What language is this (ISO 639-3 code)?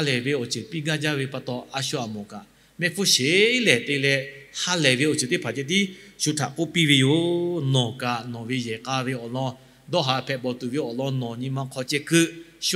lhu